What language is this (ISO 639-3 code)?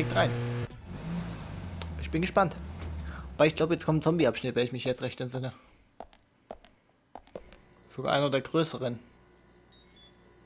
deu